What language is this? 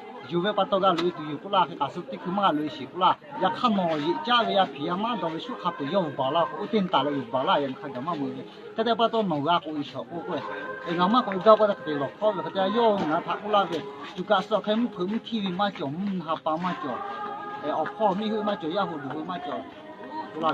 Lahu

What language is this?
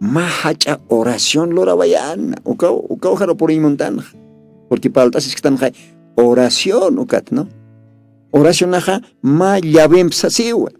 Aymara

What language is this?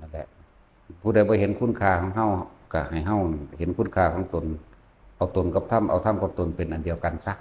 Lao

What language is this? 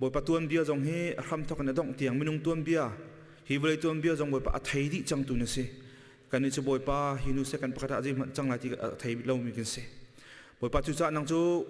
Hakha Chin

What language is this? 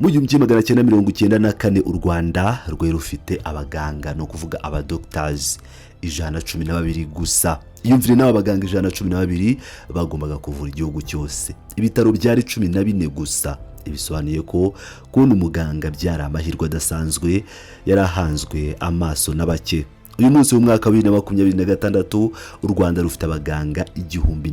Kinyarwanda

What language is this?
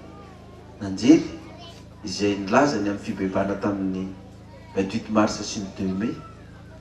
Malagasy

